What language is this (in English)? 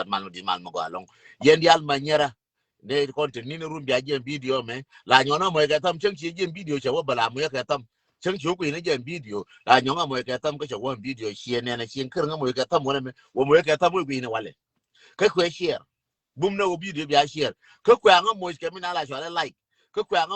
Nuer